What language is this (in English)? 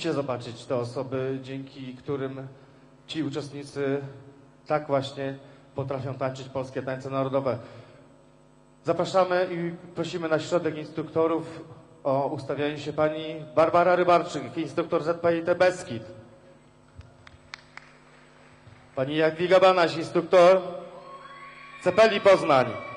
Polish